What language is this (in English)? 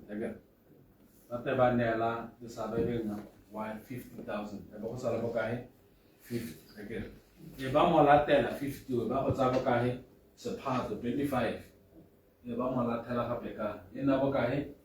Tswana